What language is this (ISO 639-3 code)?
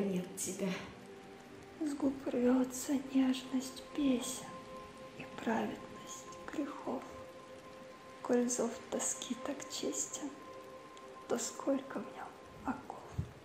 rus